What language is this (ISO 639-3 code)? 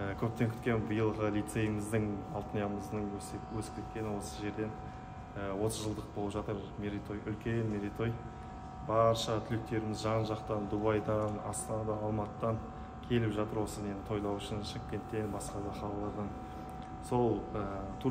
kaz